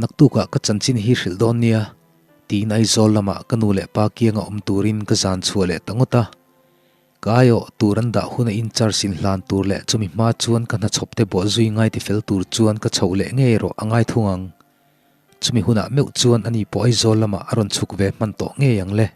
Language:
Mizo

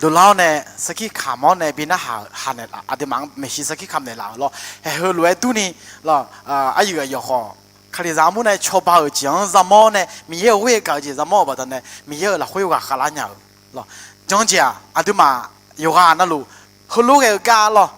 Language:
Akha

